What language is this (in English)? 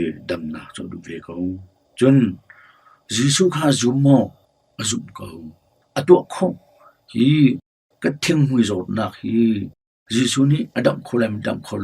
Hakha Chin